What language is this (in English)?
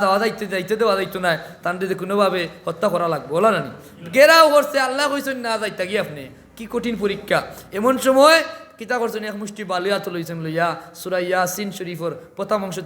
Sylheti